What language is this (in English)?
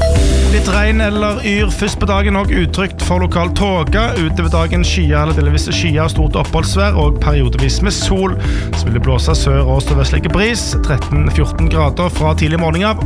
Norwegian